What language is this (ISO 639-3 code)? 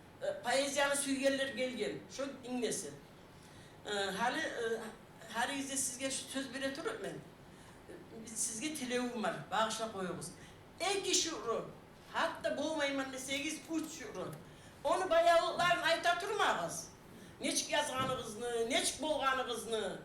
kum